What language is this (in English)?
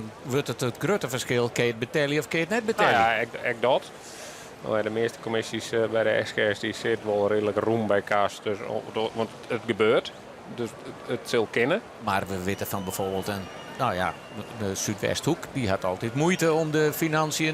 Western Frisian